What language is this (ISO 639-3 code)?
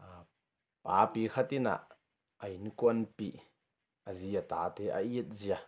ctd